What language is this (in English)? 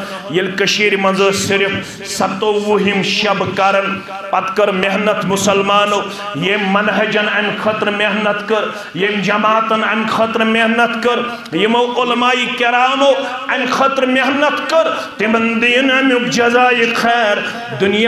Kashmiri